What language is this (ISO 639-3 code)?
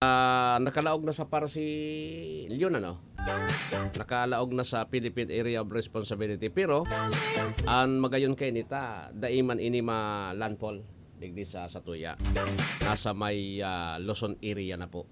bik